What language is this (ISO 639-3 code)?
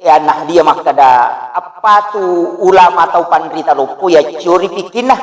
bug